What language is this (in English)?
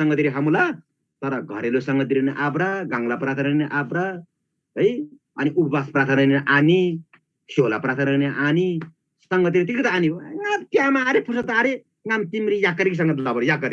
Eastern Tamang